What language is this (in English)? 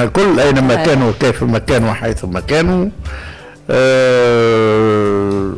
Tunisian Arabic